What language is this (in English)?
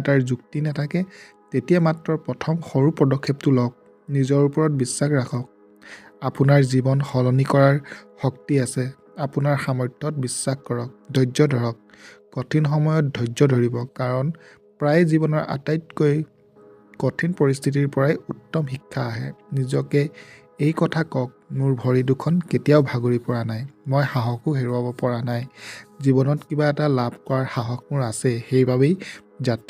Assamese